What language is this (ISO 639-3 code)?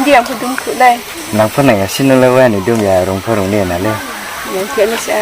ria